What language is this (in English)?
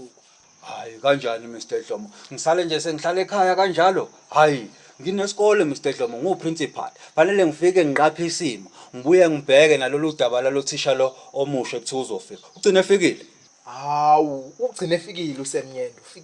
Zulu